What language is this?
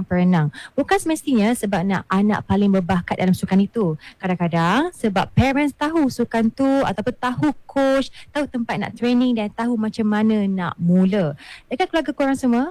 Malay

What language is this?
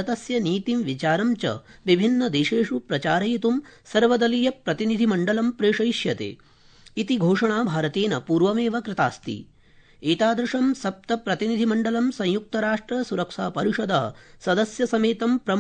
Sanskrit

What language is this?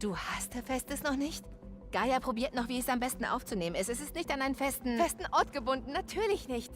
Bavarian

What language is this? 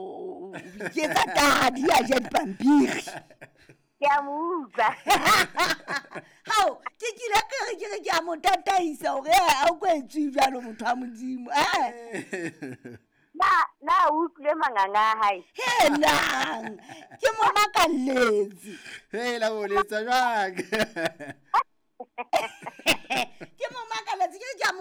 Southern Sotho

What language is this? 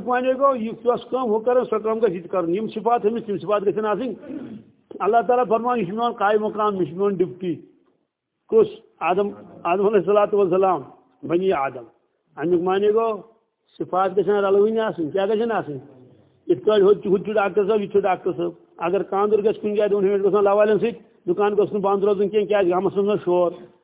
Kashmiri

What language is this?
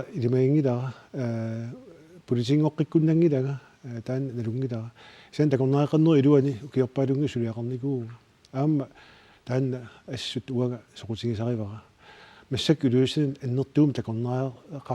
Kalaallisut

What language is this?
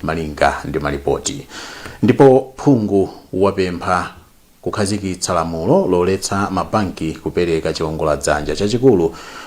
Nyanja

